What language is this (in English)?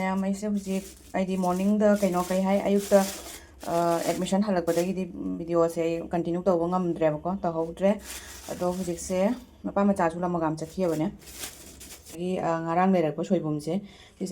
Manipuri